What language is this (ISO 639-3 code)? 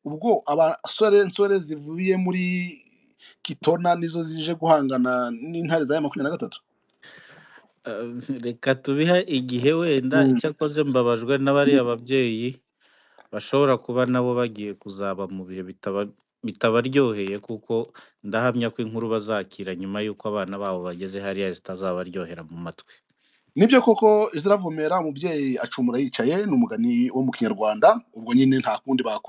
kin